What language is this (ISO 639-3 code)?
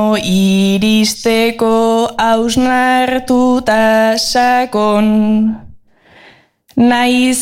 eus